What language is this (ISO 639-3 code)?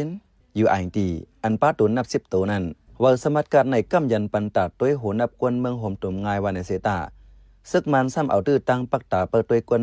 shn